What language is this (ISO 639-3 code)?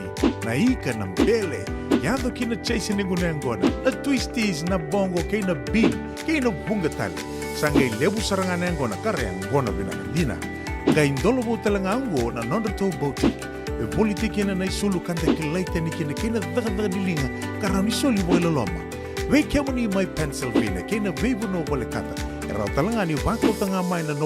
fij